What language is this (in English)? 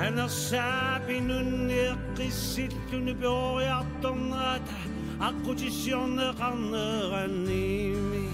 Kalaallisut